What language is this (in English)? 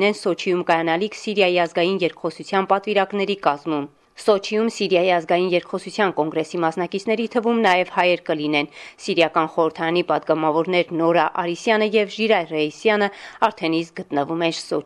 Armenian